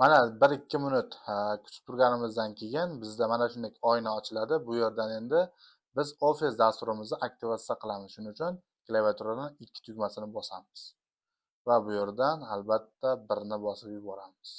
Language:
Uzbek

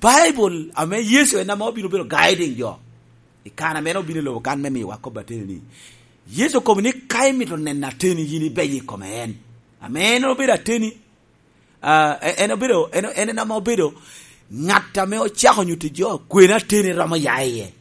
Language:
Lango (Uganda)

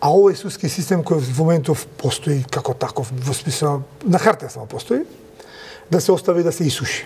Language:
Macedonian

